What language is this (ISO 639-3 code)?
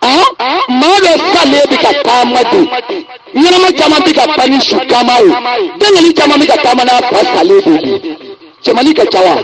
bam